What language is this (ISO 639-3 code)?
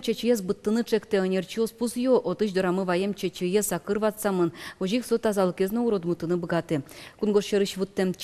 udm